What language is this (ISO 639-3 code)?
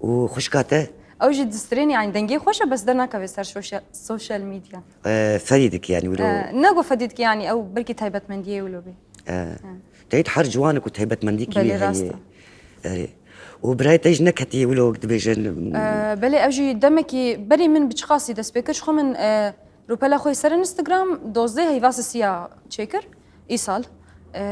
kur